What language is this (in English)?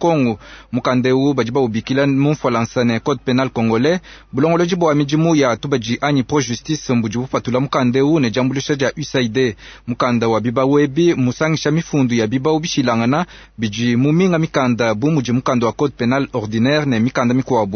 Luba-Lulua